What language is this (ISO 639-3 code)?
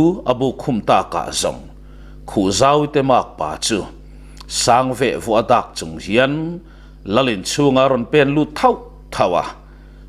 lus